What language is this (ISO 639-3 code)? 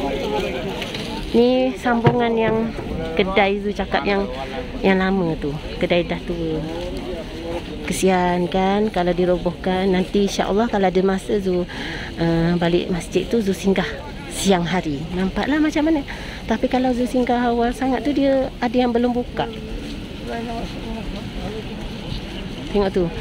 msa